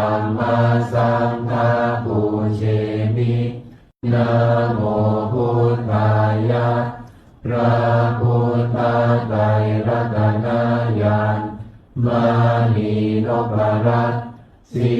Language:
Pali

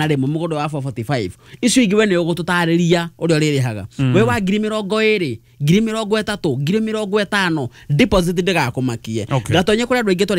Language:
Kikuyu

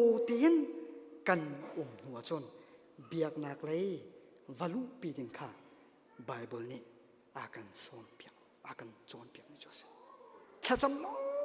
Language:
Hakha Chin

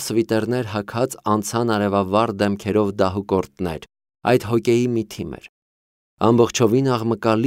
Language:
Armenian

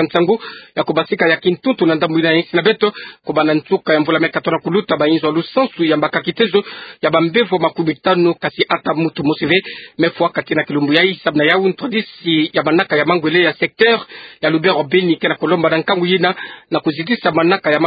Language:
Kituba (Democratic Republic of Congo)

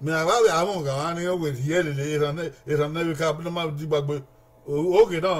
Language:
Bini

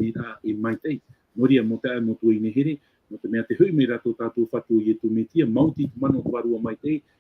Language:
Tahitian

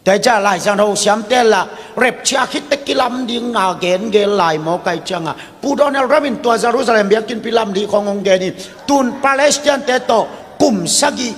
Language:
Tedim Chin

